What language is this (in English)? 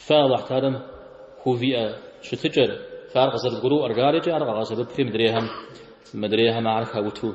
Kabardian